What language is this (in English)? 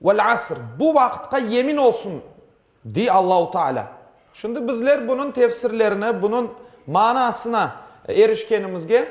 Crimean Tatar